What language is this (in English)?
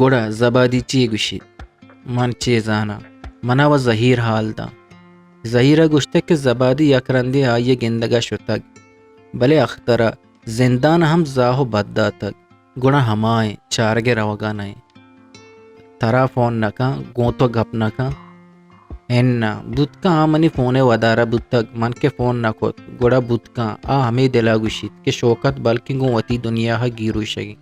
Eastern Balochi